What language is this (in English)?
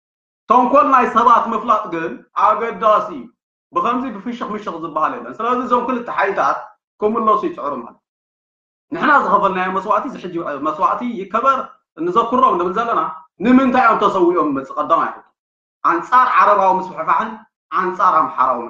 Tigrinya